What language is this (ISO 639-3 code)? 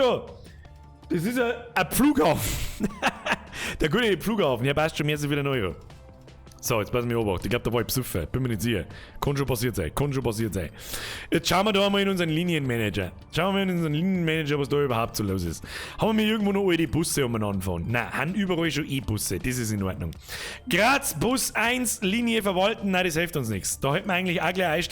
bar